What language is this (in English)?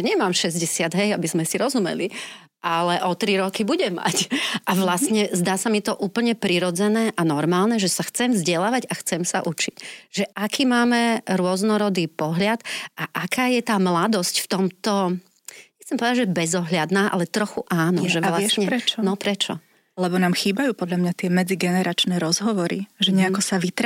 Slovak